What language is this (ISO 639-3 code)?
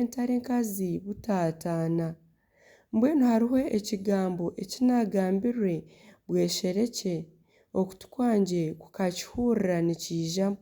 nyn